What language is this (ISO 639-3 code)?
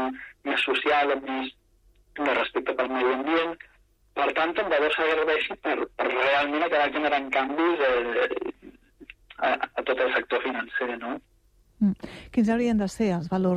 cat